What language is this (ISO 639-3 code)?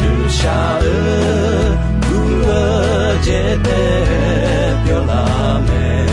ahk